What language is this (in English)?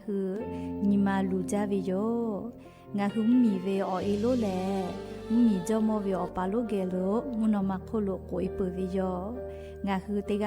Lahu